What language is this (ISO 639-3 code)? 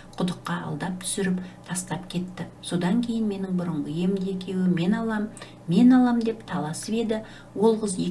kaz